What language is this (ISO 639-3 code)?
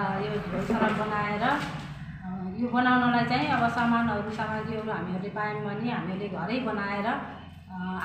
nep